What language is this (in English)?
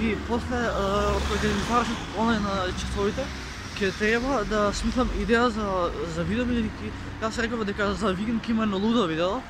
Macedonian